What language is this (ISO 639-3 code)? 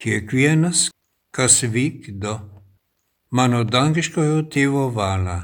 lit